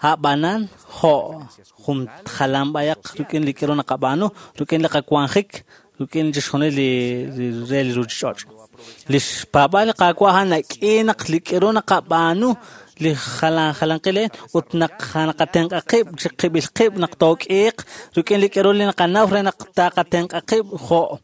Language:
Kekchí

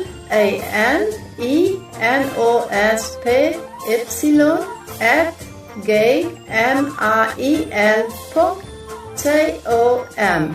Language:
Plautdietsch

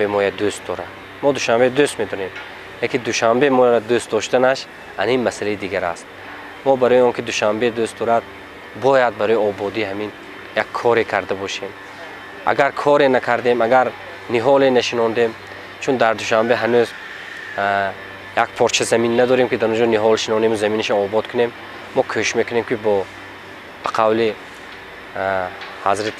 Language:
Tajik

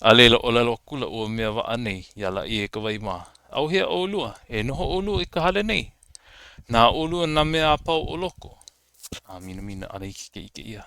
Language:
Hawaiian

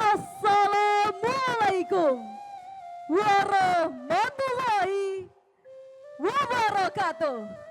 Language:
Minangkabau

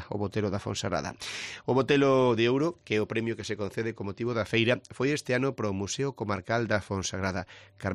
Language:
Galician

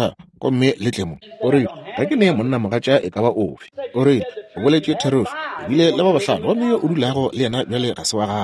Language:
Northern Sotho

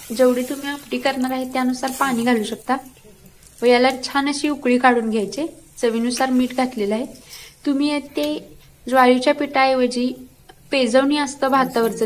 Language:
Marathi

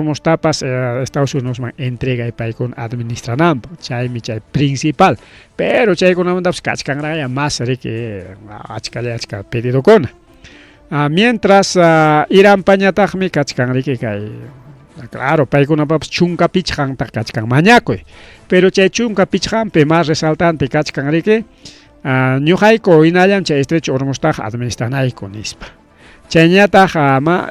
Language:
Ayacucho Quechua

